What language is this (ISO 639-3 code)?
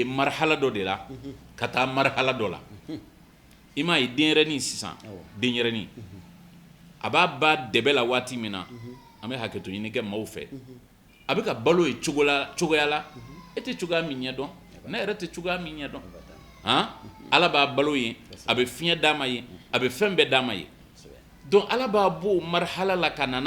bam